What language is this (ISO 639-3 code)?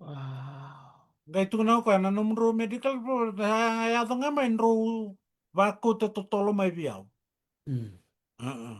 fij